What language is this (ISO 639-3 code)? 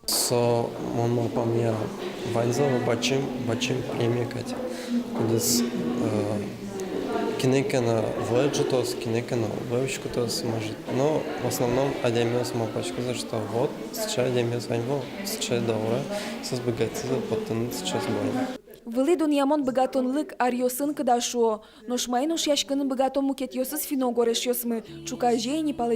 udm